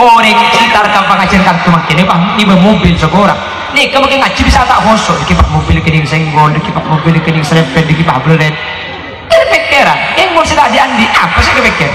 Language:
Madurese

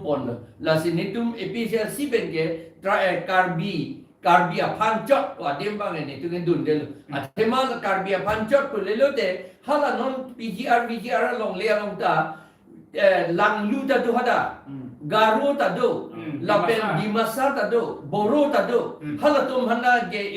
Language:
Karbi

